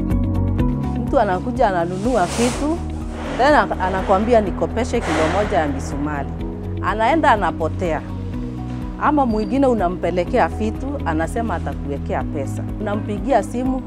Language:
Swahili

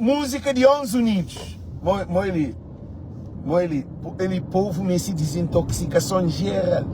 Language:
Kabuverdianu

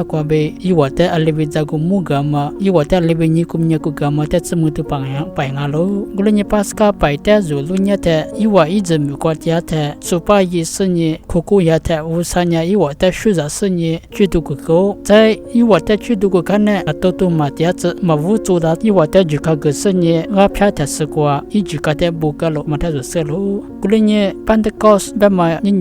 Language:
Lisu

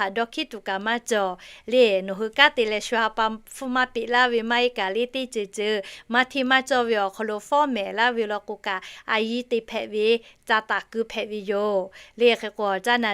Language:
Lahu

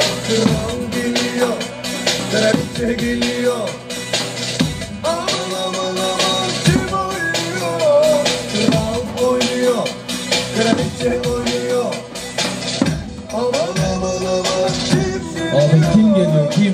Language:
Turkish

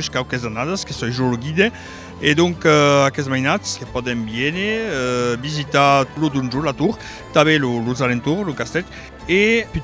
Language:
Occitan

